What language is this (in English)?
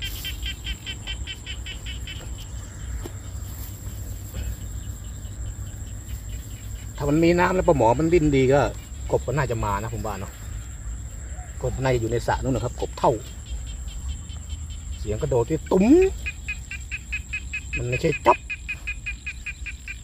Thai